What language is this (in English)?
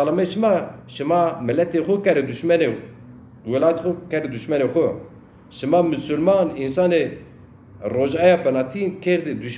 Zaza